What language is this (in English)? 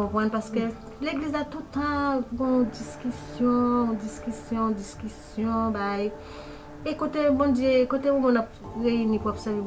Haitian Creole